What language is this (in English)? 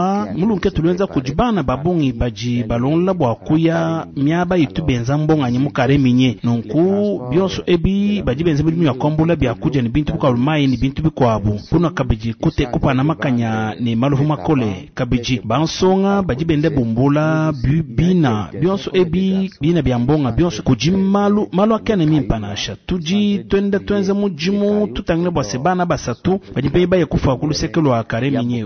Luba-Lulua